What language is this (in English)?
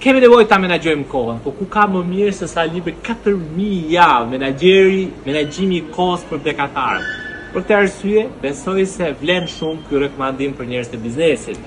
Albanian